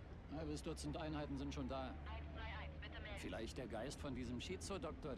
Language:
Swiss German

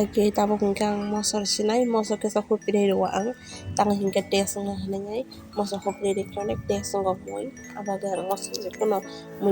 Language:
Kok Borok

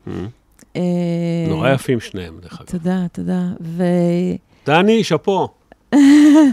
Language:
Hebrew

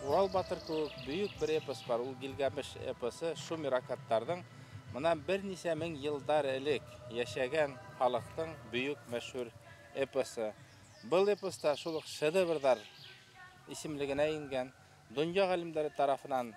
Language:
Bashkir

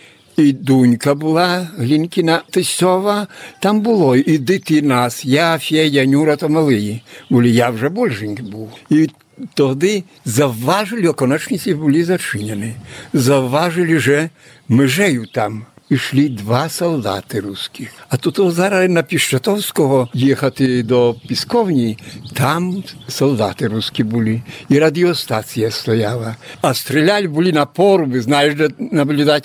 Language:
Ukrainian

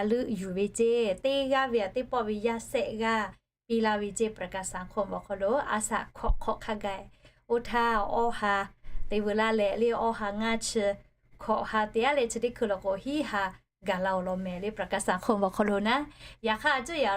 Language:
Lahu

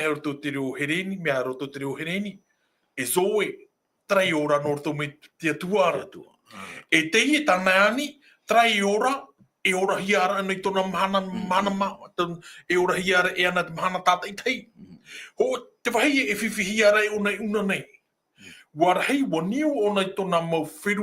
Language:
Tahitian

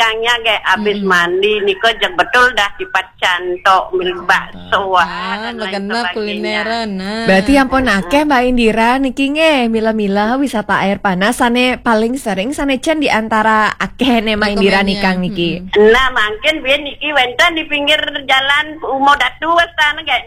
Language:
Balinese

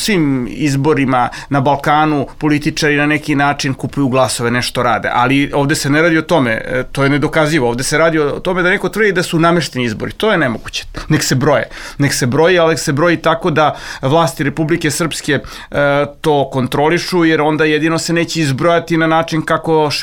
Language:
Serbian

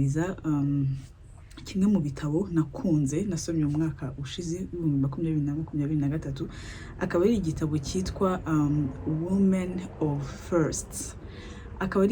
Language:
Kinyarwanda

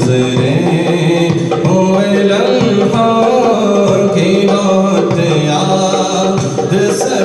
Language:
Urdu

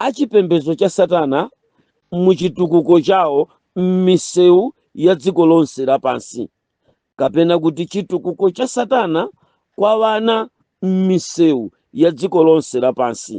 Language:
Nyanja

